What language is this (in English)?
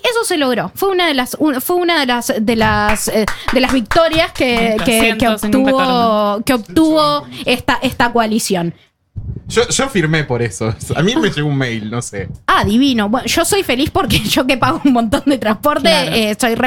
Spanish